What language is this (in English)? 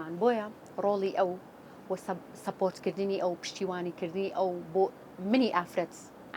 Central Kurdish